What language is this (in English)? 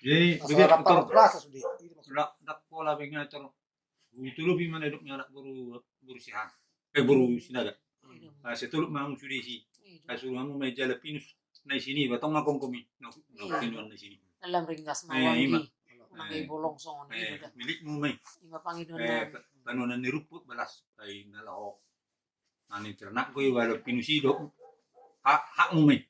Batak Toba